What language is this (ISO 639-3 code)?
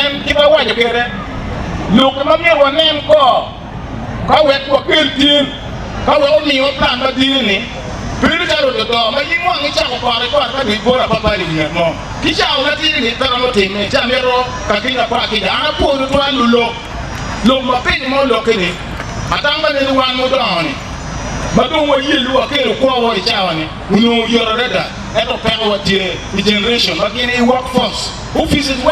ach